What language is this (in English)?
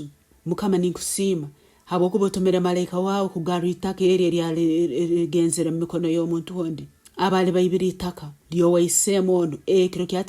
Nyankole